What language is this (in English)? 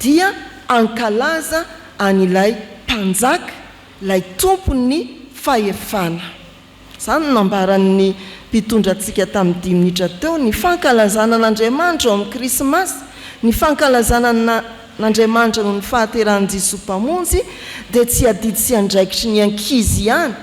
Malagasy